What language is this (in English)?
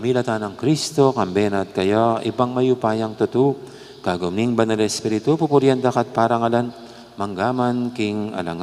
Pampanga